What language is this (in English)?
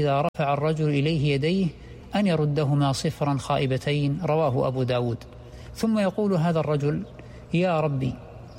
Arabic